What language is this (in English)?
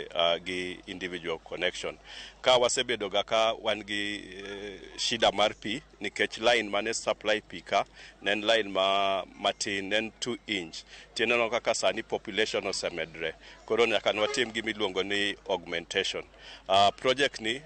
Luo (Kenya and Tanzania)